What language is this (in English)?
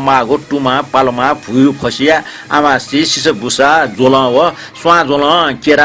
Newari